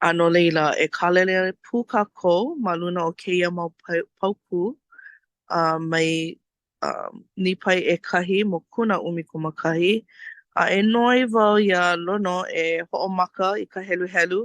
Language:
Hawaiian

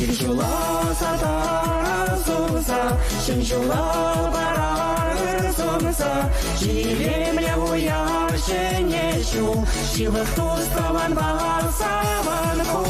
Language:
Chuvash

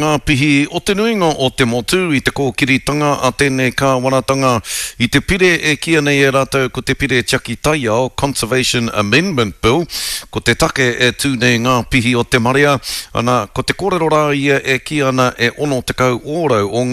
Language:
Māori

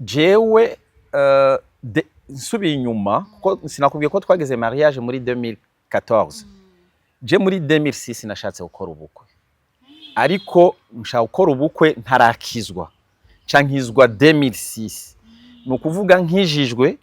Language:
Rundi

